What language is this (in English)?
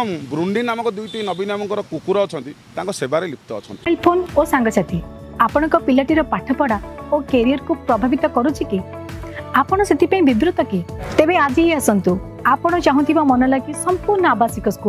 Odia